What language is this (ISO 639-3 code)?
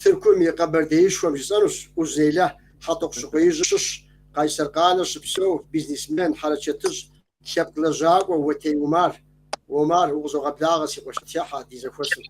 kbd